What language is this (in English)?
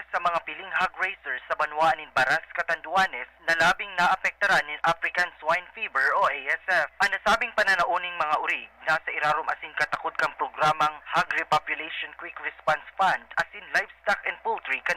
Bikol